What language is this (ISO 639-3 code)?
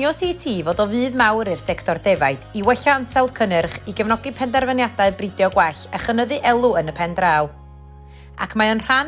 cym